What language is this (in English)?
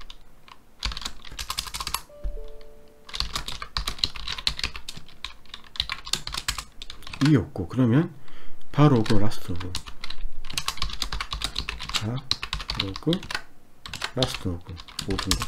Korean